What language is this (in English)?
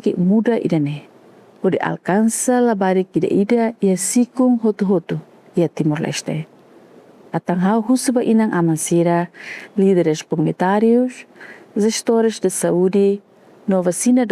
Tetum